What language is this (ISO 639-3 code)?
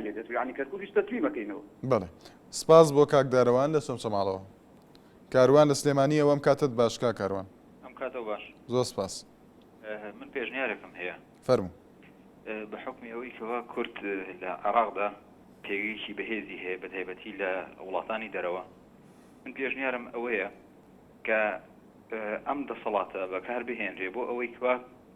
ckb